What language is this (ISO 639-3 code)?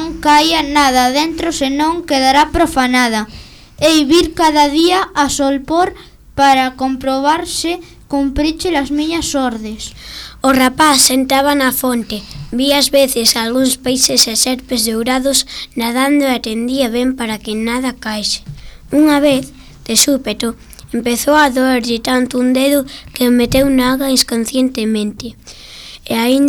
glg